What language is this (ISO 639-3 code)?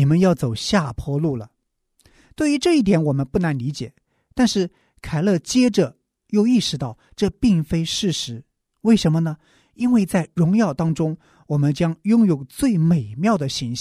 zho